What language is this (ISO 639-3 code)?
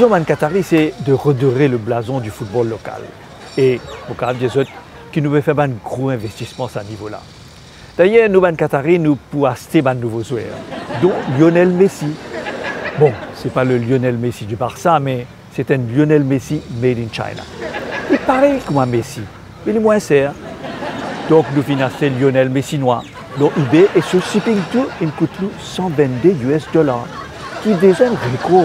mfe